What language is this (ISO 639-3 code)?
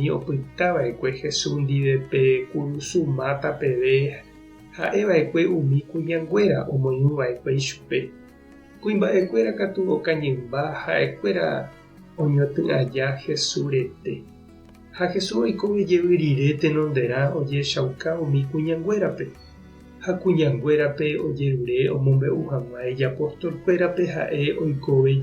grn